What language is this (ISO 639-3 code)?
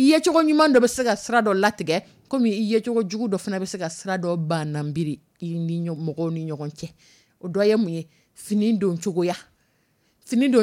dyu